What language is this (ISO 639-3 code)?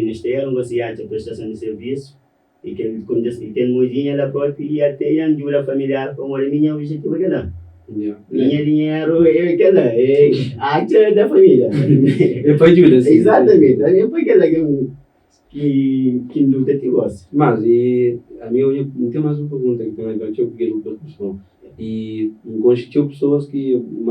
kea